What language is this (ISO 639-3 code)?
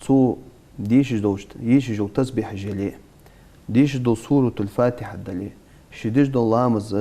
inh